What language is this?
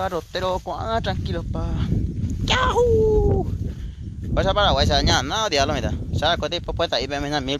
Guarani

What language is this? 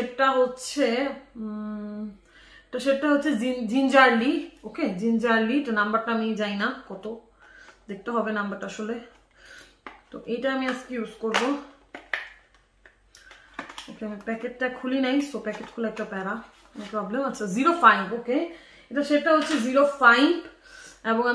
Bangla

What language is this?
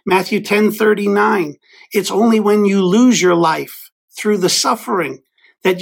English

